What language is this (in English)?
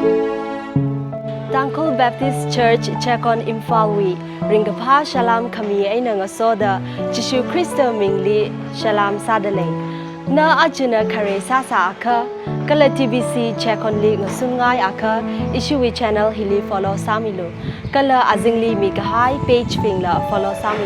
Tangkhul Naga (India)